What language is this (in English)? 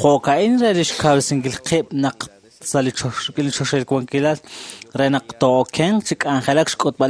Kekchí